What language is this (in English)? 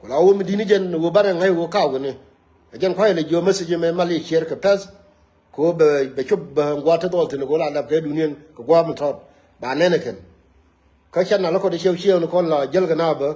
Nuer